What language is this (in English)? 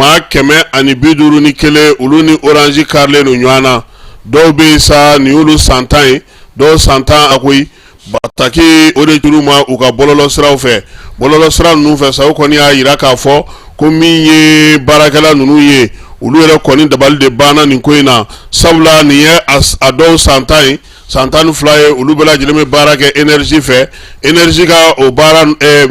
Bambara